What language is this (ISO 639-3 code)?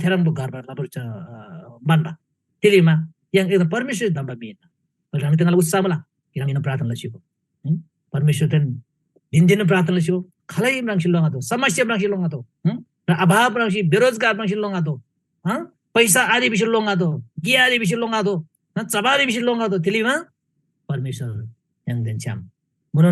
taj